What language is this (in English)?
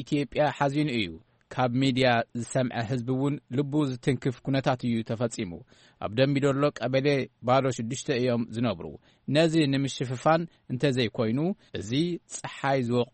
Tigrinya